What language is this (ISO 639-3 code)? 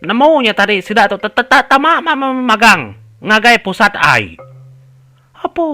iba